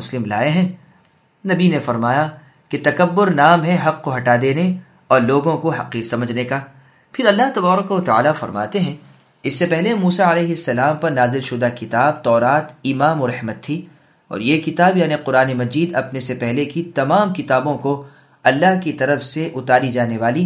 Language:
Urdu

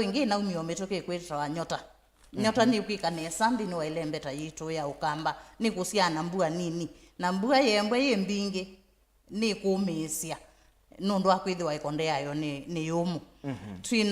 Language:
Kamba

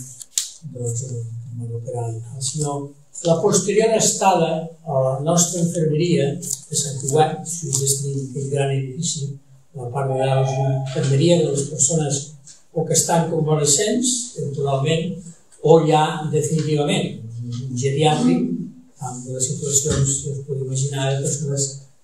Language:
Catalan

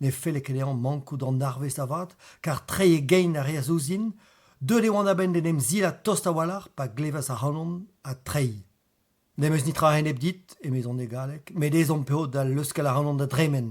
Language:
Breton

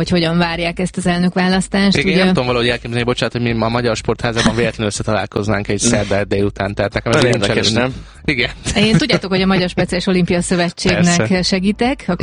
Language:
Hungarian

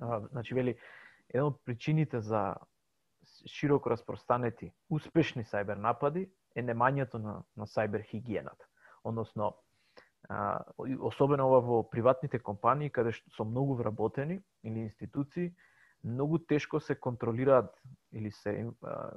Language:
Macedonian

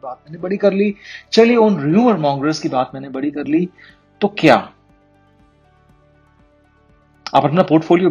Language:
Hindi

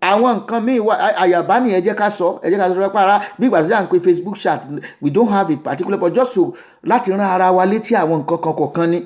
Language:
Yoruba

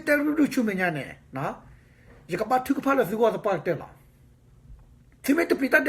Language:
S'gaw Karen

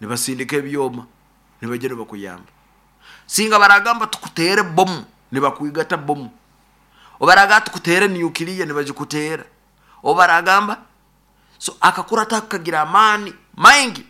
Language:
Nyoro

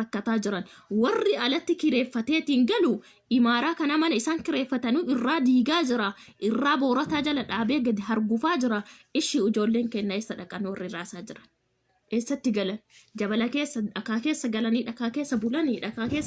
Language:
Oromo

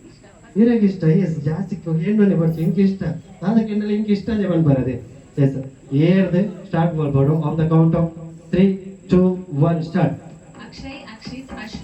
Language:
Tulu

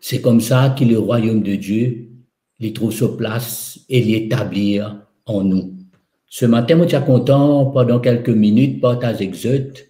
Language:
Morisyen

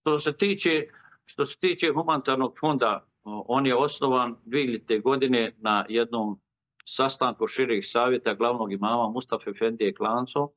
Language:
Bosnian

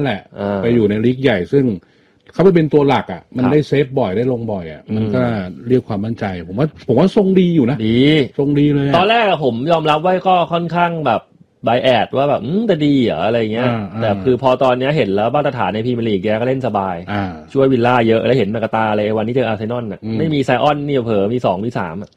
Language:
Thai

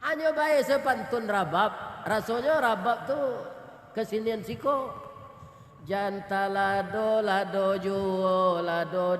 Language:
Minangkabau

